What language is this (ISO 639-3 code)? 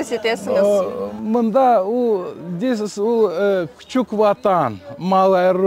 crh